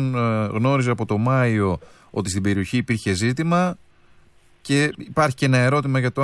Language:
Greek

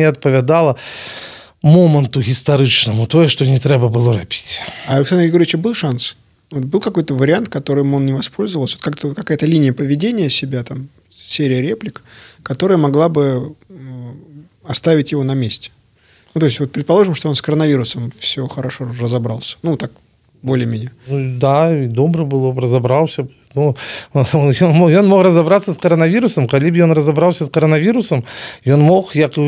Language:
Belarusian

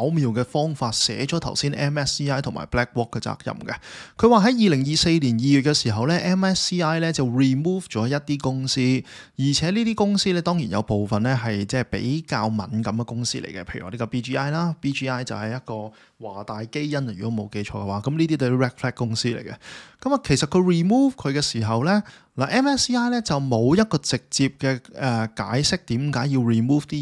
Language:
Cantonese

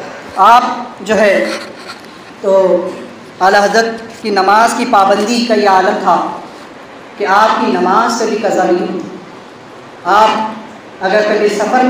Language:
Urdu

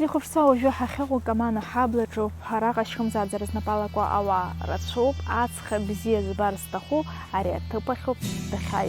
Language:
Abkhazian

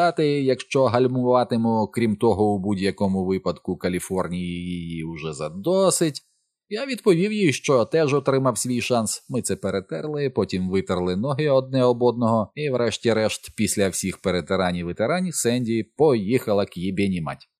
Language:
Ukrainian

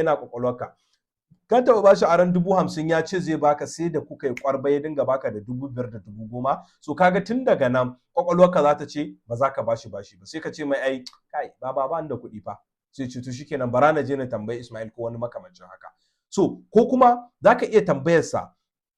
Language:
Hausa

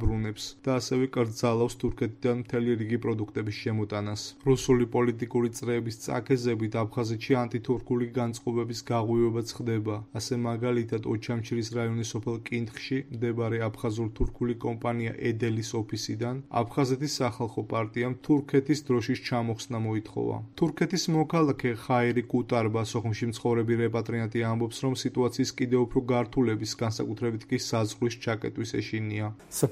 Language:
Georgian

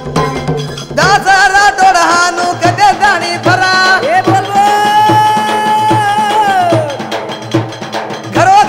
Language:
Lambadi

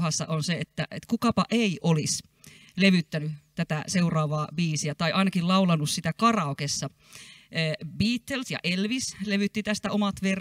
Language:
Finnish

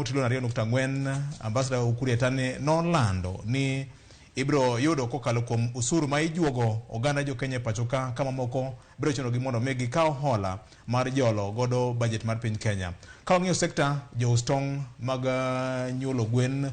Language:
Luo (Kenya and Tanzania)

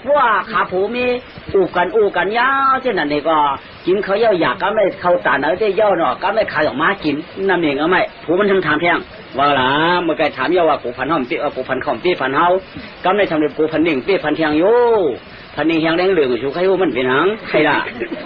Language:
Shan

